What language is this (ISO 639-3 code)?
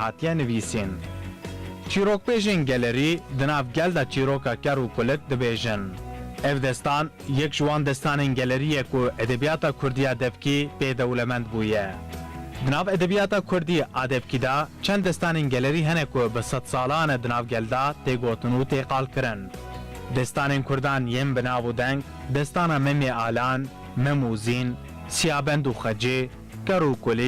kur